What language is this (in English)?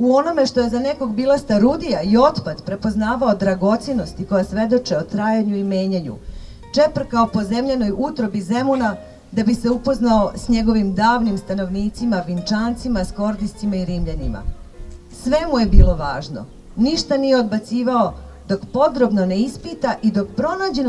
Serbian